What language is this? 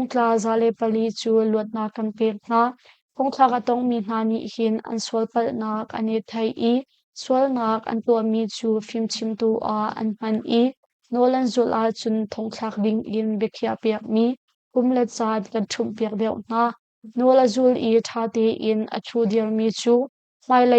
Hakha Chin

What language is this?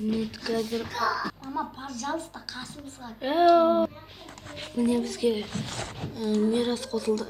Kazakh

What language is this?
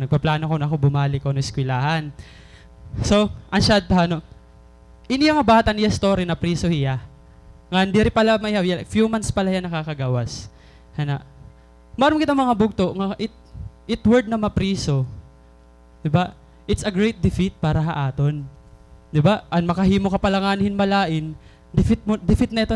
Waray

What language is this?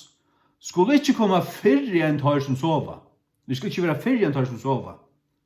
Faroese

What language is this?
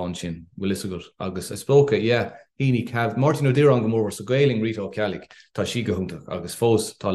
Irish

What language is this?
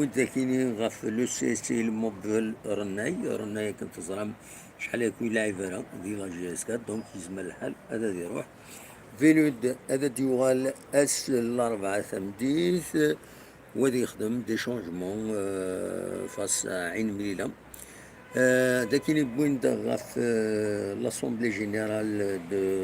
Kabyle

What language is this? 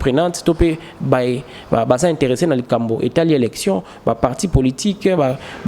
Lingala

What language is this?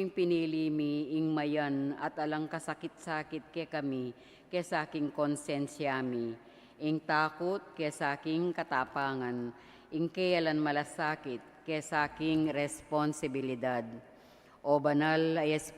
Pampanga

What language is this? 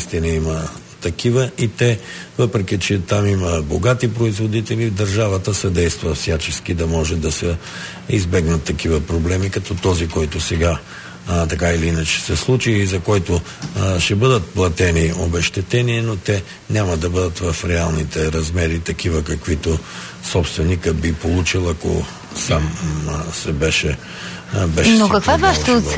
Bulgarian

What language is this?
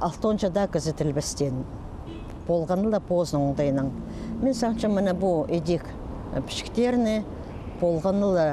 Khakas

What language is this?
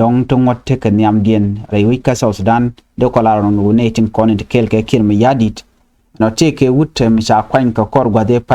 Nuer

